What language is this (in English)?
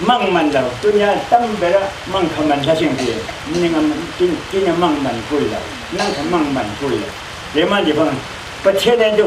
Falam Chin